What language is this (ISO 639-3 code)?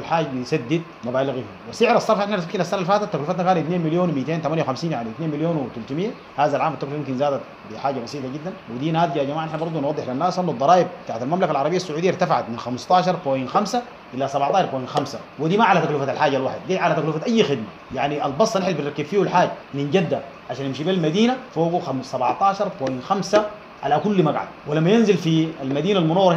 apd